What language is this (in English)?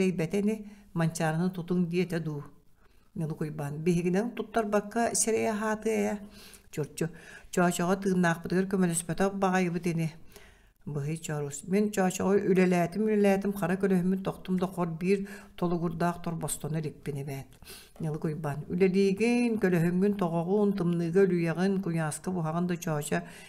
Yakut